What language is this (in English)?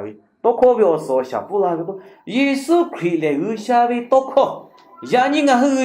Lahu